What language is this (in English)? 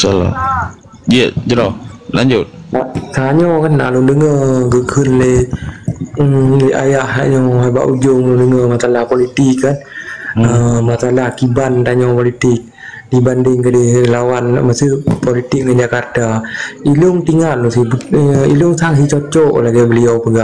Achinese